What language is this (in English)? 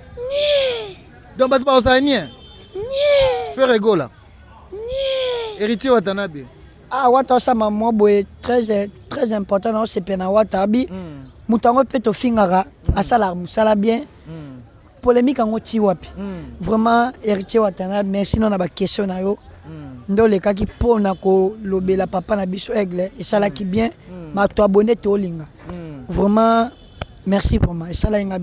Lingala